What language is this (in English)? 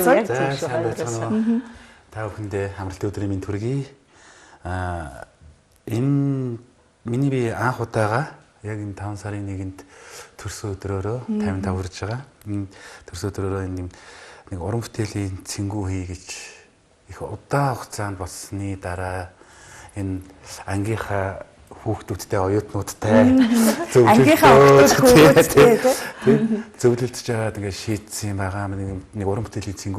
Mongolian